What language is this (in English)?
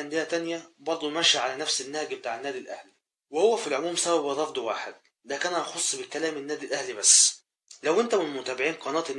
Egyptian Arabic